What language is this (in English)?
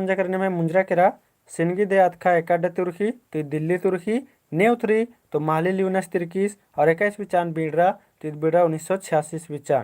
Kurukh